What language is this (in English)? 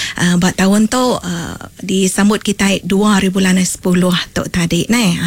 Iban